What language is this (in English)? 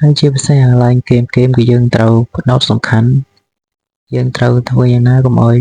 Khmer